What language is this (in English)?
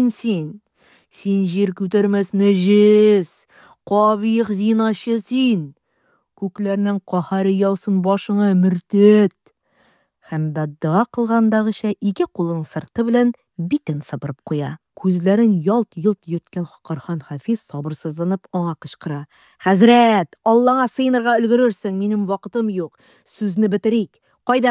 Tatar